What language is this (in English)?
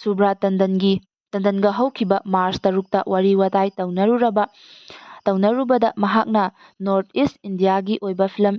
Manipuri